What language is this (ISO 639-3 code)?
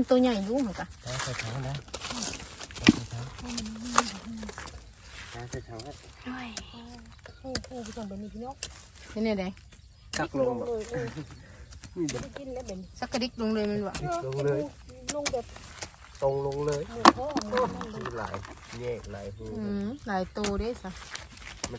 tts